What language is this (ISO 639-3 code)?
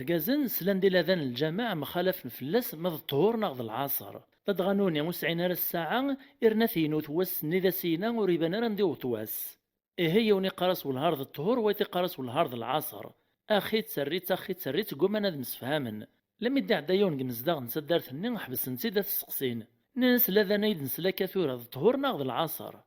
kab